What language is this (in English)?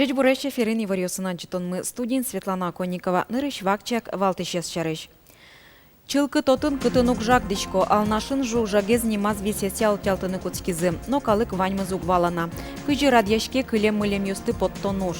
Udmurt